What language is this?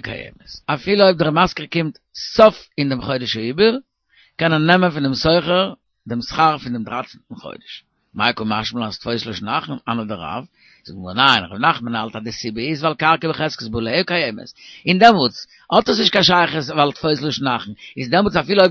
Yiddish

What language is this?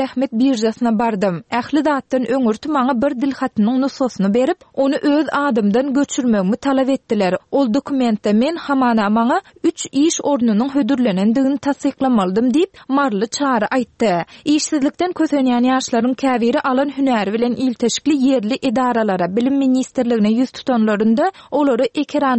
Turkmen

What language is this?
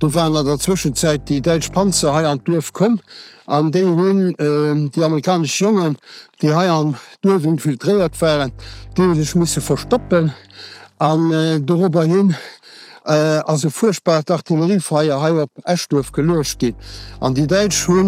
Luxembourgish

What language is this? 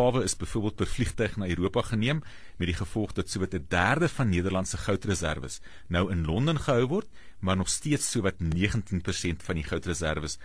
Afrikaans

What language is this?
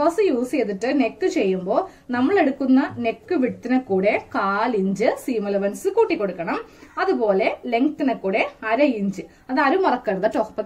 Malayalam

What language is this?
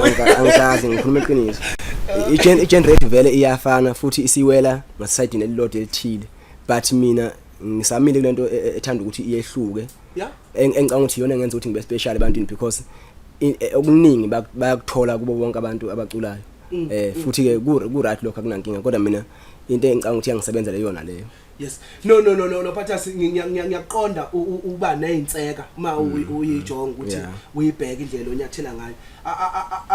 Zulu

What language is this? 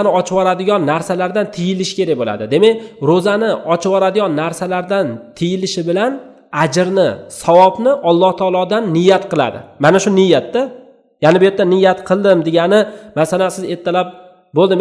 Uzbek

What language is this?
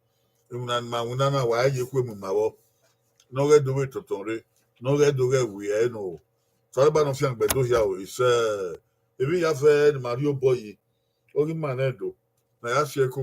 Bini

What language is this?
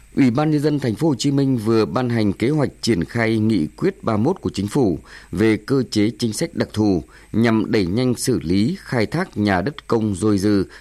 Vietnamese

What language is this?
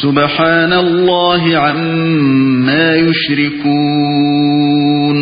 Uyghur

